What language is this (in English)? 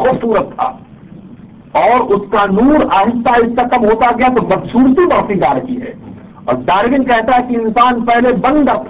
Urdu